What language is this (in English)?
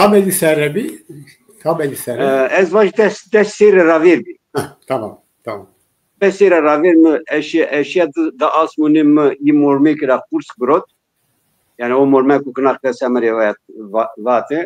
Zaza